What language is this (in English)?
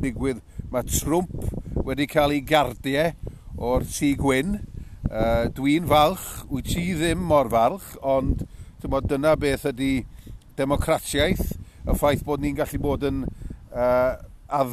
Welsh